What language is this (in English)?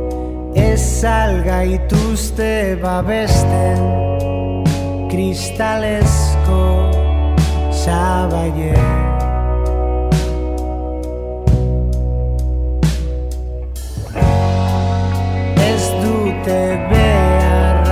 Basque